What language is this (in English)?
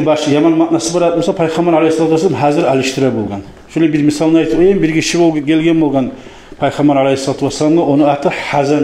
Kumyk